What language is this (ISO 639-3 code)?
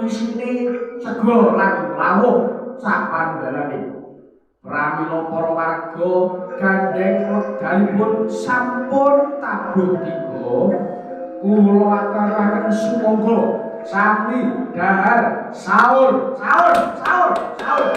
jav